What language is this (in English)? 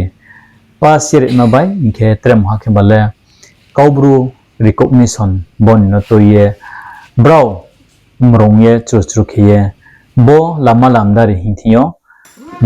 Riang (India)